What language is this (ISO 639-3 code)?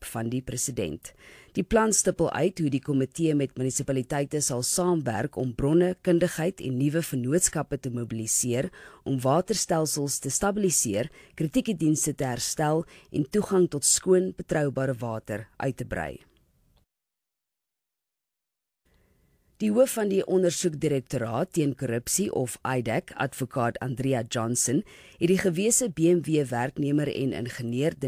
afr